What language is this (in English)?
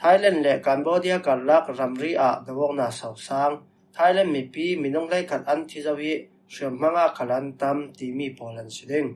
Falam Chin